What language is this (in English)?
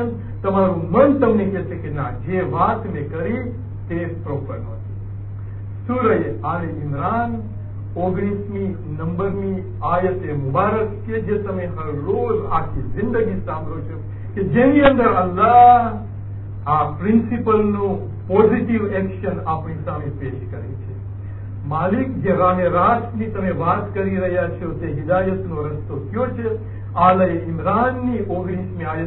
Gujarati